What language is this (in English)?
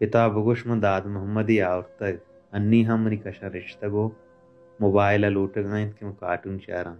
Baluchi